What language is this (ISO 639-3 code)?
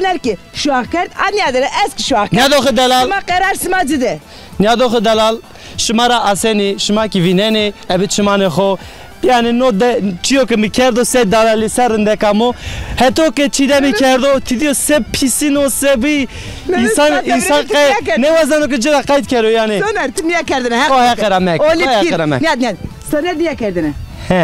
zza